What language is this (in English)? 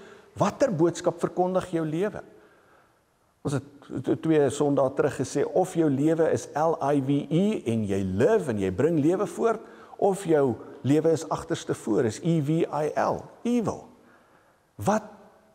Afrikaans